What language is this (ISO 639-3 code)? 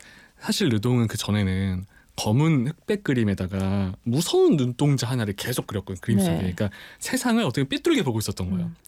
kor